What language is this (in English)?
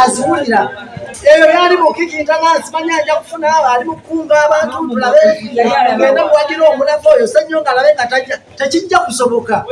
Ganda